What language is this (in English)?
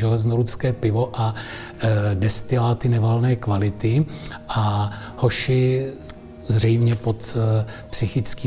Czech